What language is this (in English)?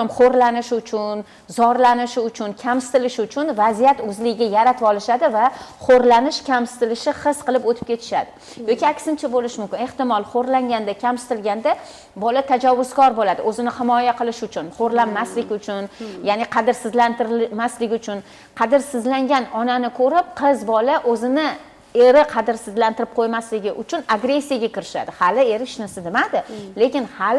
Uzbek